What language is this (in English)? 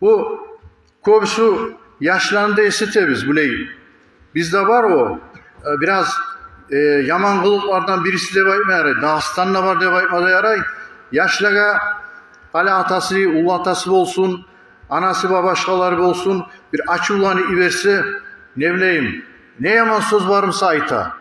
Kumyk